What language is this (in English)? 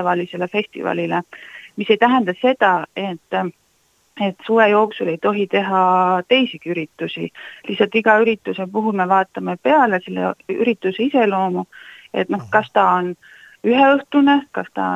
Estonian